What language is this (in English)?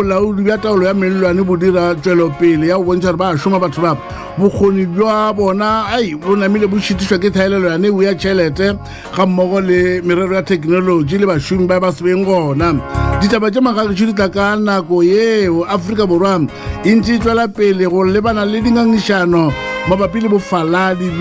Northern Sotho